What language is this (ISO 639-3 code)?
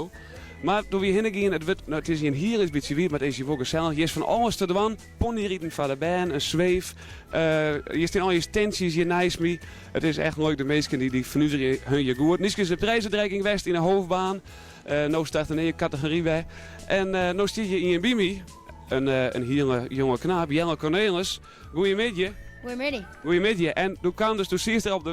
fry